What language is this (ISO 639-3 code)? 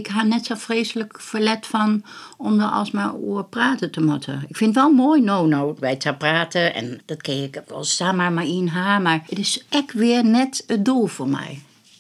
fry